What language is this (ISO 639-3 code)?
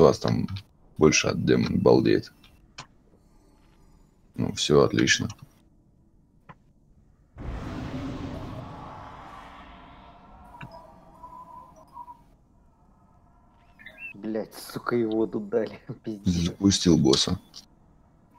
rus